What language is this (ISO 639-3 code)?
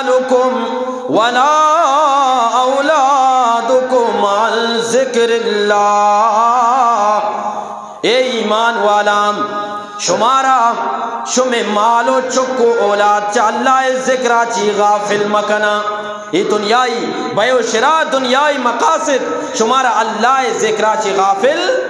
bgp